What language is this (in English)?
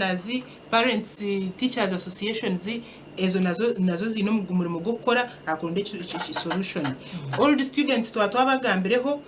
Nyankole